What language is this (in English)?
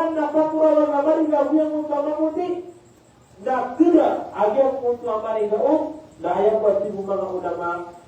Maranao